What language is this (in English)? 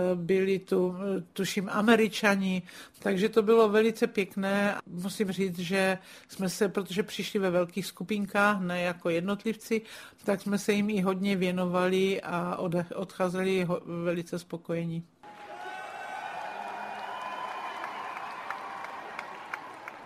Czech